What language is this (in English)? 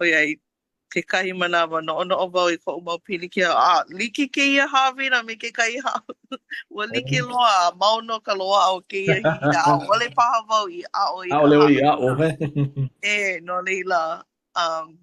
Hawaiian